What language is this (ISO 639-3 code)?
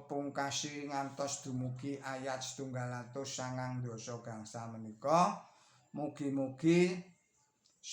jav